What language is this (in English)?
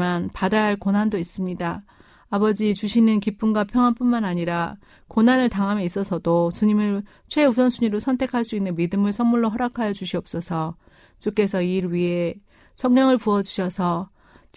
Korean